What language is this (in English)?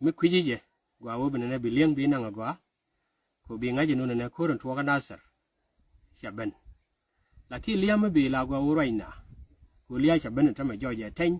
Nuer